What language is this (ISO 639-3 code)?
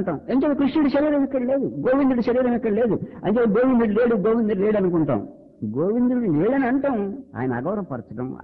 tel